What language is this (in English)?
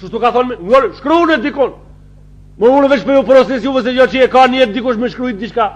Albanian